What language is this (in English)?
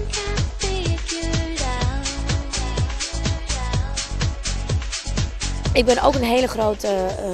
Dutch